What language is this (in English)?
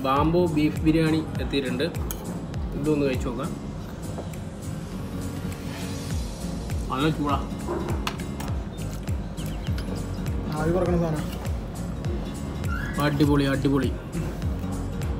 Malayalam